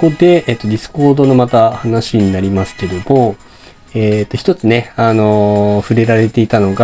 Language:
Japanese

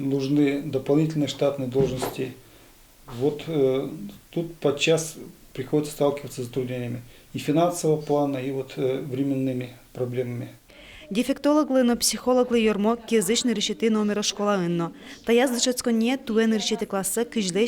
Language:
Udmurt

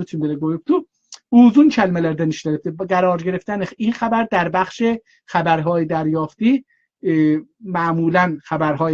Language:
South Azerbaijani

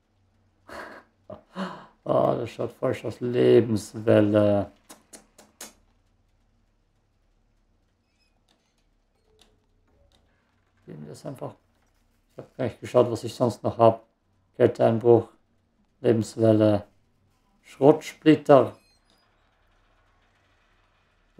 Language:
German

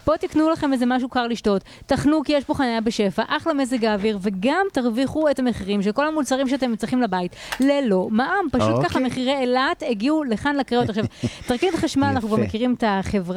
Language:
Hebrew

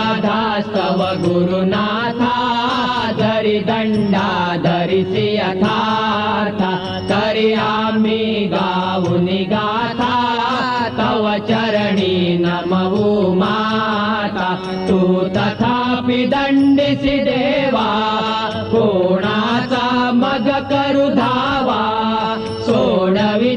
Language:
Marathi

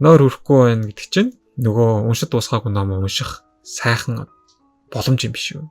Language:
Mongolian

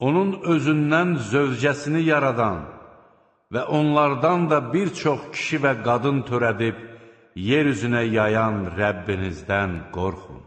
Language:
Azerbaijani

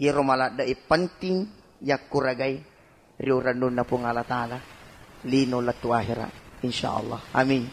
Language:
Buginese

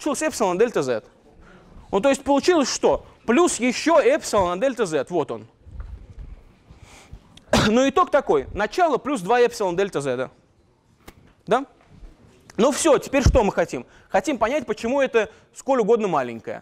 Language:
Russian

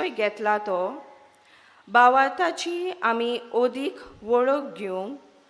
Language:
Konkani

